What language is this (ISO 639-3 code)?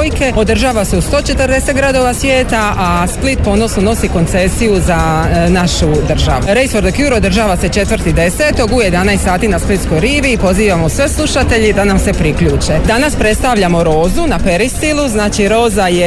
hrv